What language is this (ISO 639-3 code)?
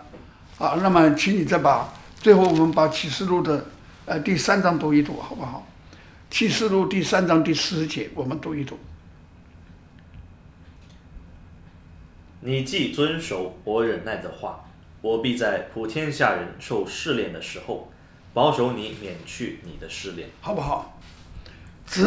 zho